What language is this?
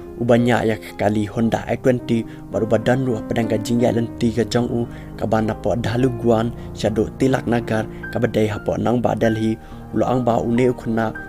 Khasi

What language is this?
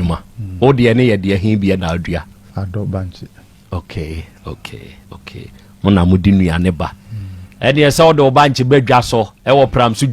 Akan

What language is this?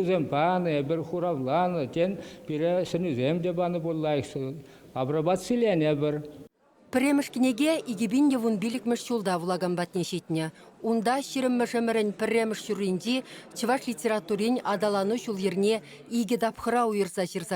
Chuvash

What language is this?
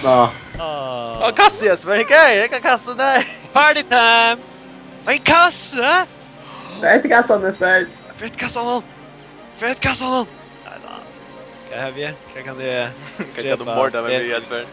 Faroese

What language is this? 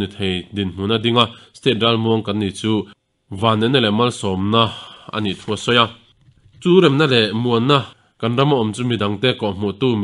Mizo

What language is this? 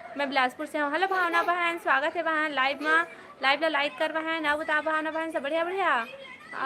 Chhattisgarhi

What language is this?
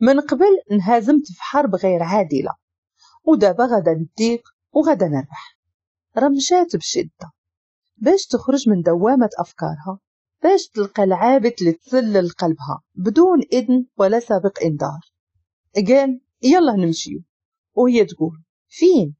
Moroccan Arabic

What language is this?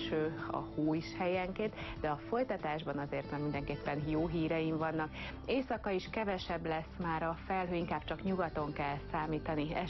Hungarian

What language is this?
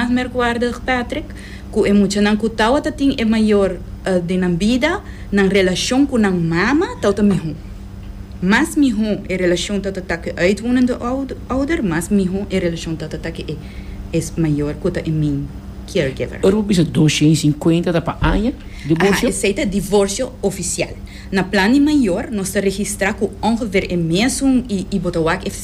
Portuguese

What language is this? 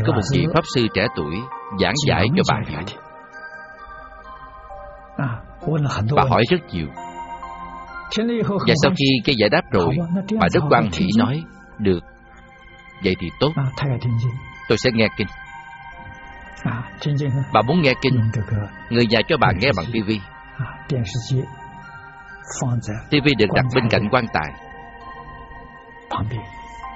Vietnamese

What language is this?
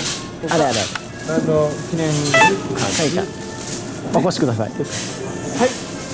Japanese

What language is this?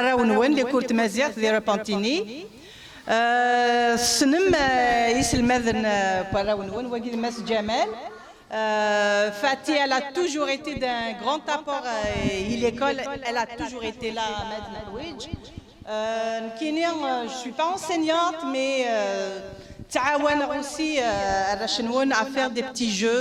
Kabyle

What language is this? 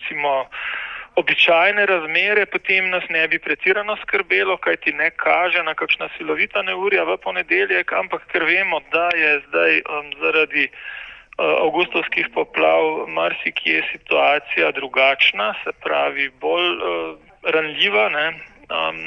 Slovenian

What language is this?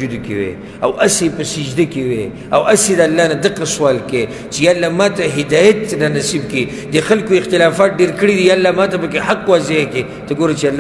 Pashto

